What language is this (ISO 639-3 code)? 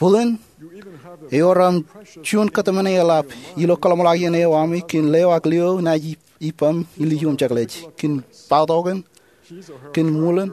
mah